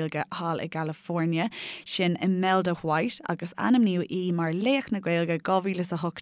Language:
Irish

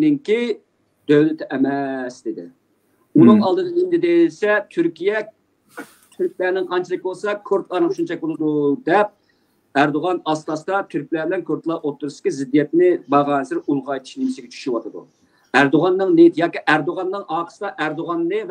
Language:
Uyghur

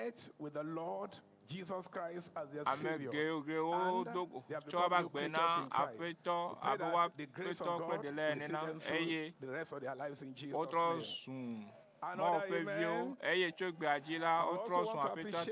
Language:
Ewe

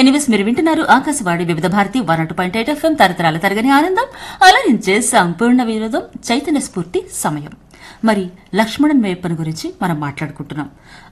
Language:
Telugu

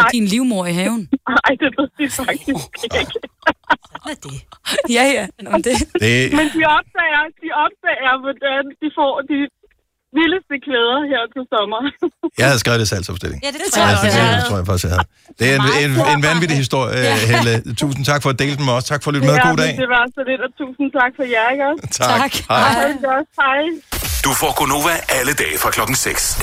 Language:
Danish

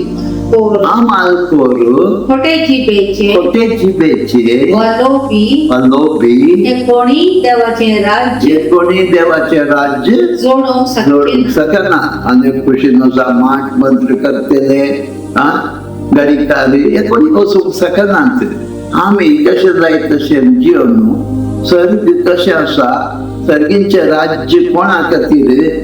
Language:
Konkani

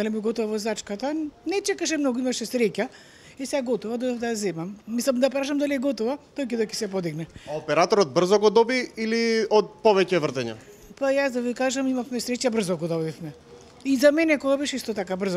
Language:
Macedonian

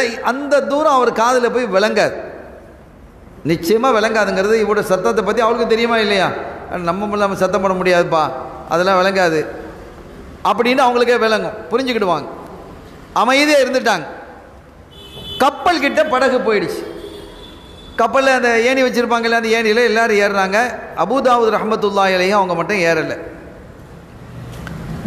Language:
Tamil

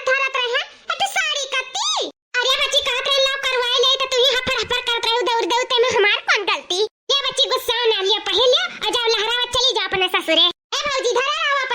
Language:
Awadhi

